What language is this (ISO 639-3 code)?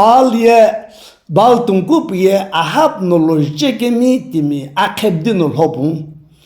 nsm